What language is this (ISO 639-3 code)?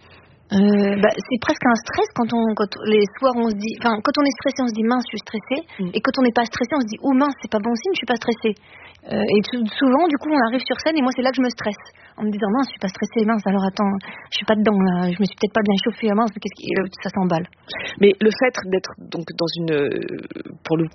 fra